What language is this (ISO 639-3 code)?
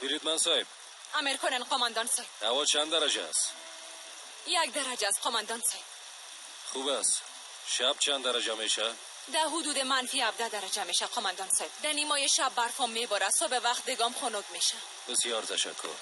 fas